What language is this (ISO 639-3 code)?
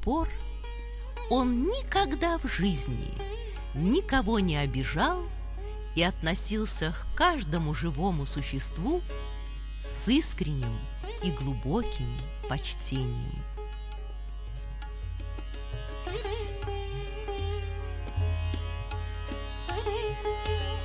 rus